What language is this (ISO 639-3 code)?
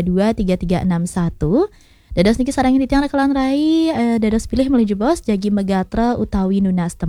ban